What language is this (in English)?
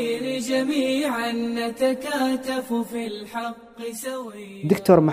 Somali